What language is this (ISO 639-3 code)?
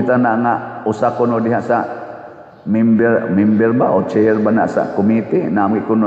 ceb